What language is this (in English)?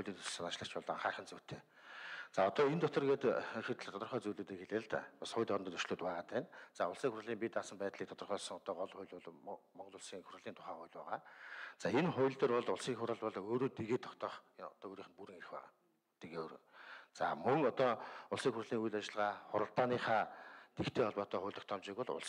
Mongolian